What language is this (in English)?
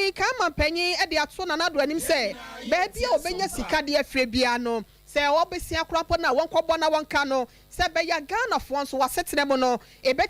Akan